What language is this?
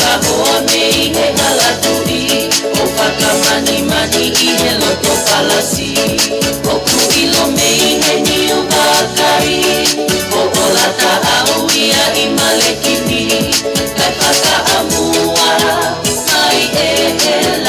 Tongan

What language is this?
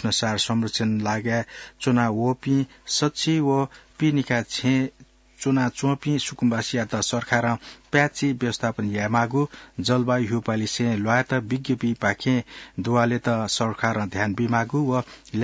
Newari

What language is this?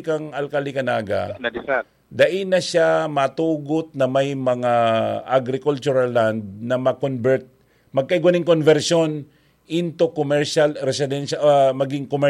Bikol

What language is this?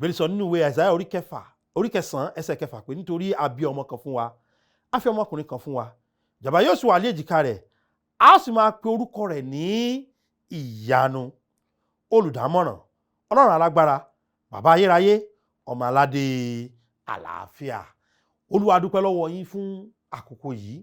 Yoruba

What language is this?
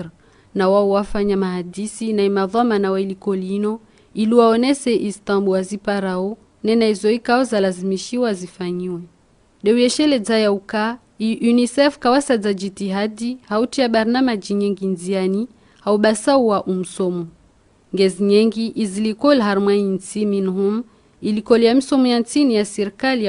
Ngazidja Comorian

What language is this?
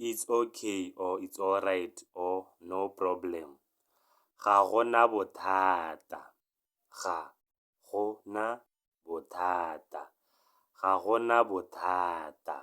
Tswana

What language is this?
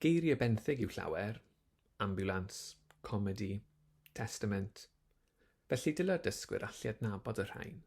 Welsh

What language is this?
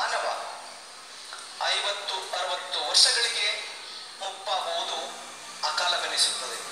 Kannada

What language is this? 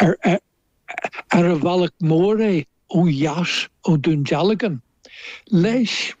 Irish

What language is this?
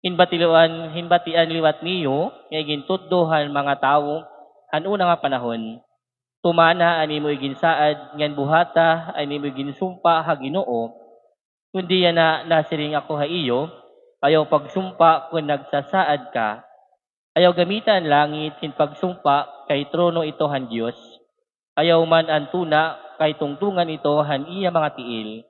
Waray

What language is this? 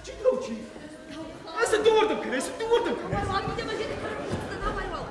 Ossetic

